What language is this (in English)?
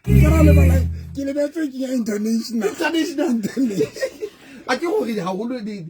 Southern Sotho